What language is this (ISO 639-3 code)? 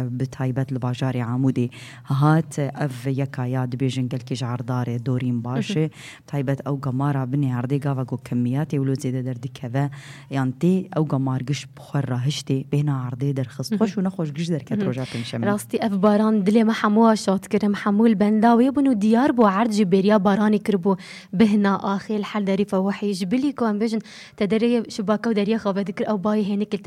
kur